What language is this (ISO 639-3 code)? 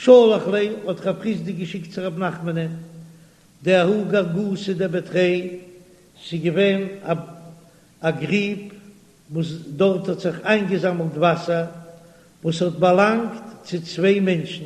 yid